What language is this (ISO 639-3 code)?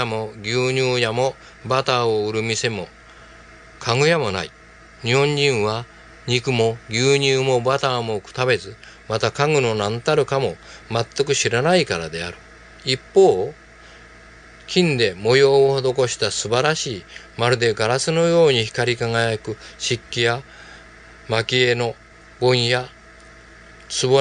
jpn